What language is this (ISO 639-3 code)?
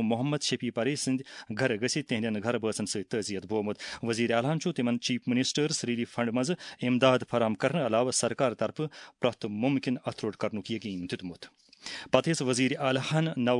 kas